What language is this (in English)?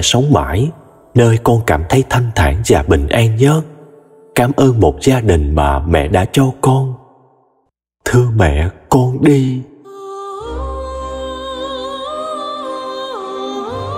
Vietnamese